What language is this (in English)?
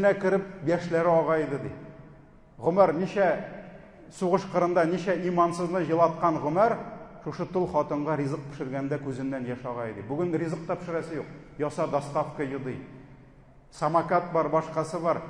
Tatar